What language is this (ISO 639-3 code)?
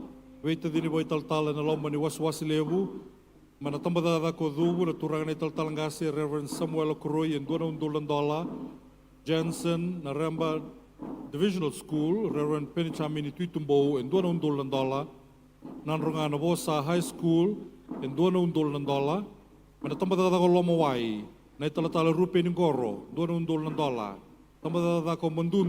fij